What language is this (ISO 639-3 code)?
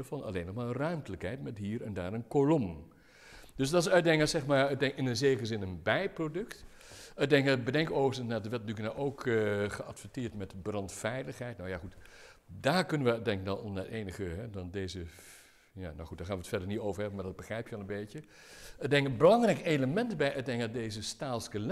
nld